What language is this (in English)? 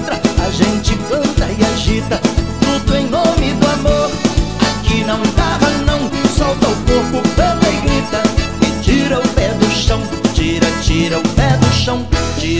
Portuguese